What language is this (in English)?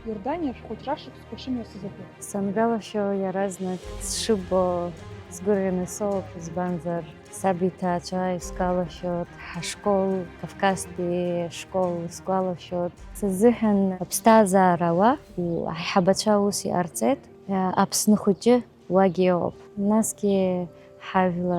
Abkhazian